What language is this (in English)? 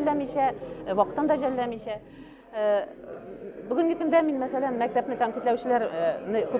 Tatar